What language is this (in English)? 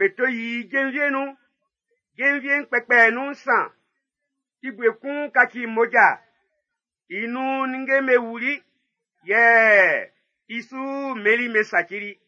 Baoulé